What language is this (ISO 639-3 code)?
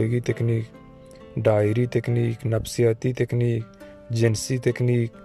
bal